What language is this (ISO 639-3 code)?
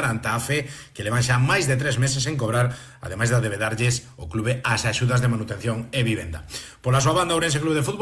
glg